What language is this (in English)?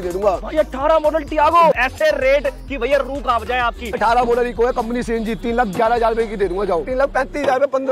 Hindi